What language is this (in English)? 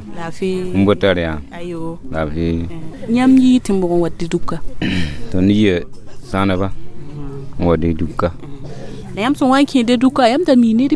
Mossi